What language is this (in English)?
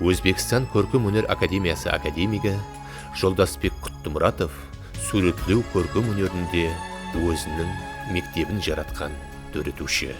Kara-Kalpak